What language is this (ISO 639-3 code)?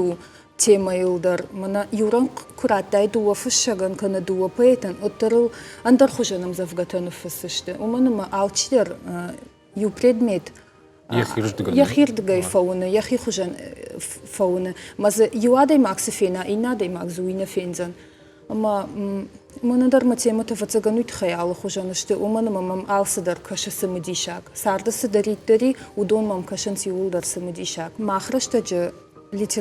oss